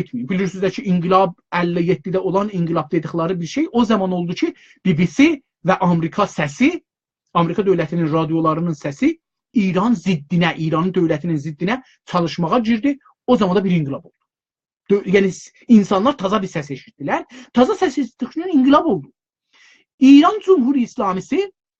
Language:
South Azerbaijani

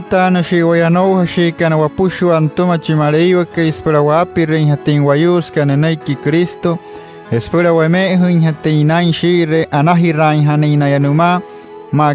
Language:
Wayuu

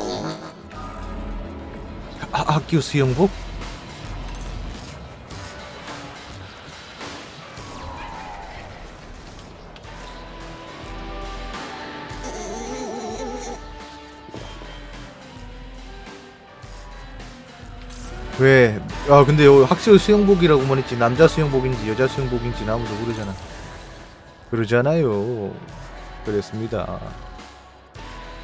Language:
Korean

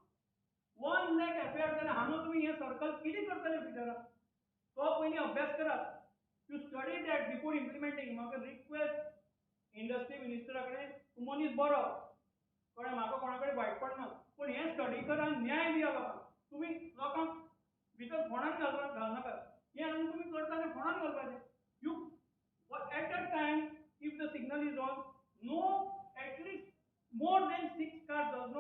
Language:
Konkani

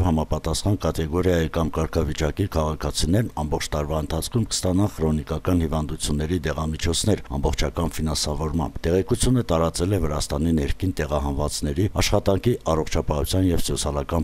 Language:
Armenian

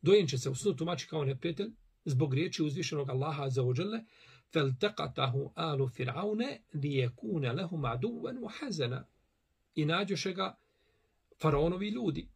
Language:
Bosnian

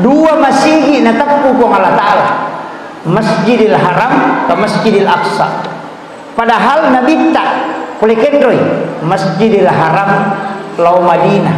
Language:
Buginese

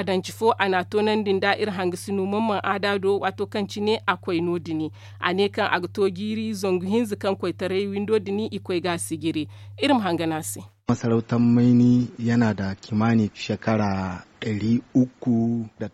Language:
Zarma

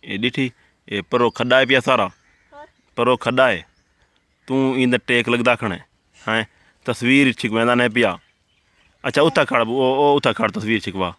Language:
Saraiki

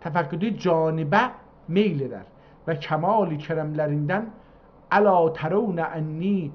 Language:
South Azerbaijani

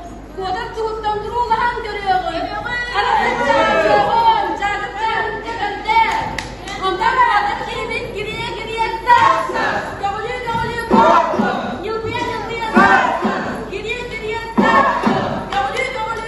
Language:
Yakut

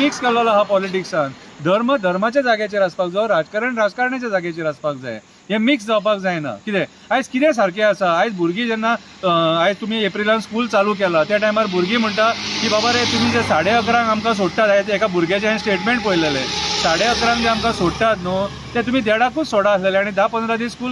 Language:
Konkani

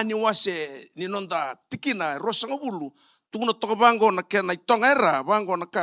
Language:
Fijian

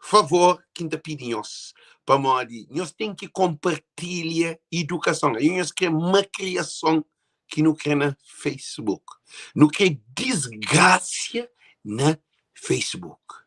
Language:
Kabuverdianu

